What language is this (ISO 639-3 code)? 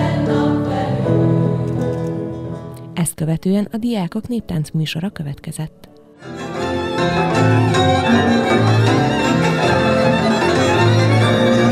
hun